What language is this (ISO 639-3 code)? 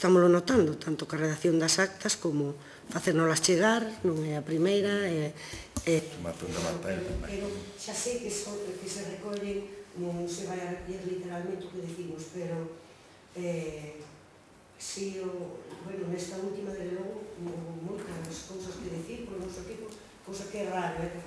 glg